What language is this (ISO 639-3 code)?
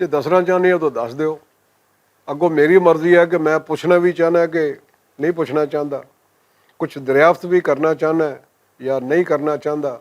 lah